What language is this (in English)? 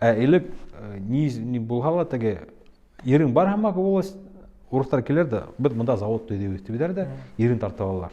Bashkir